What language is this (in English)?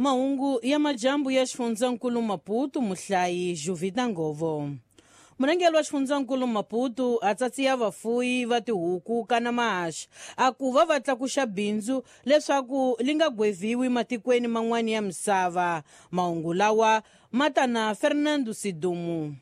Tsonga